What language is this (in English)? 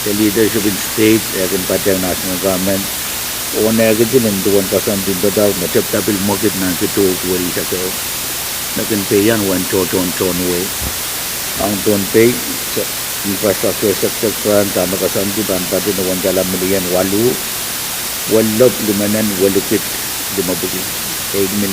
Pohnpeian